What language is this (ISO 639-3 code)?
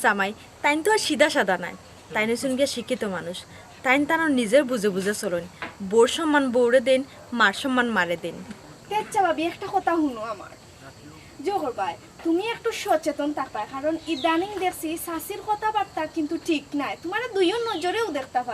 syl